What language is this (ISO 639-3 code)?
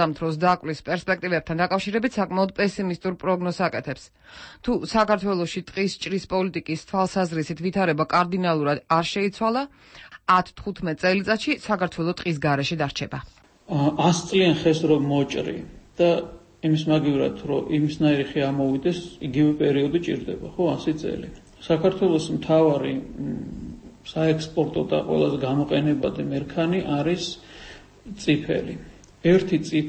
kat